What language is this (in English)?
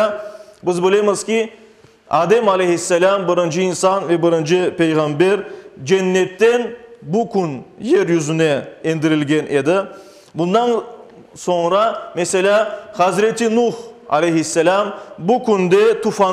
Crimean Tatar